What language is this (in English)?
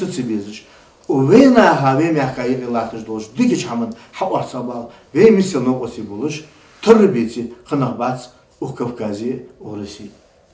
Ingush